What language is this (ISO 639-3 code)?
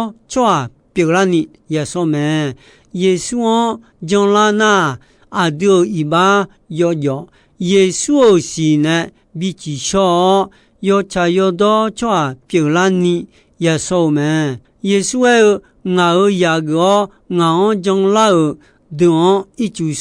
ahk